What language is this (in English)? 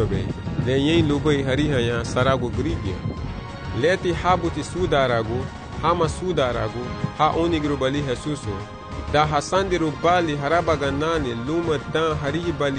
Garifuna